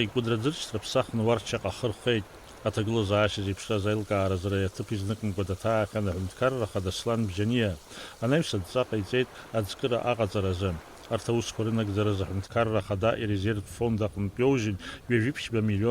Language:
Abkhazian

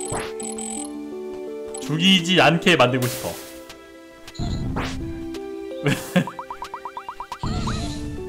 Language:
Korean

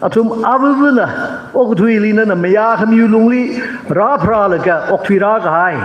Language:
Tangkhul Naga (India)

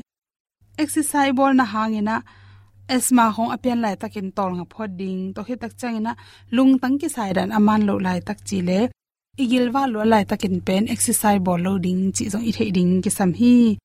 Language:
Tedim Chin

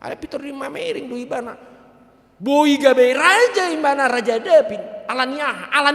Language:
Batak Toba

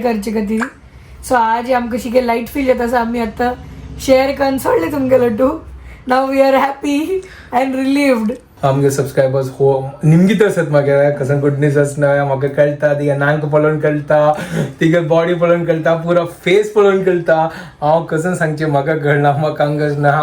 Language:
Konkani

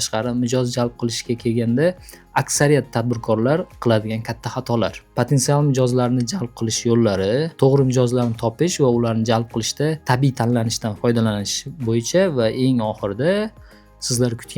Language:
Uzbek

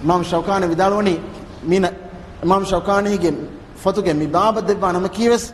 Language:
Divehi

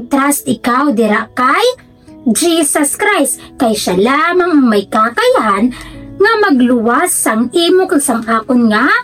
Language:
Hiligaynon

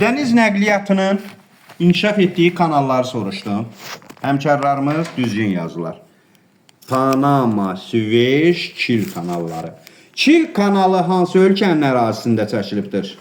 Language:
Azerbaijani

